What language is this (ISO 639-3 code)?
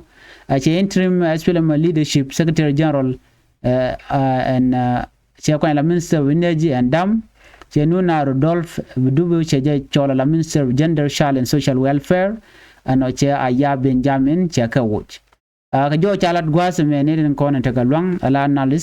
nus